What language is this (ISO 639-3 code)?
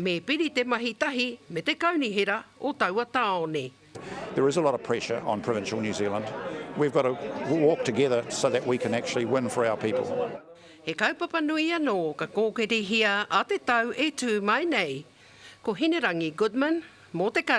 mri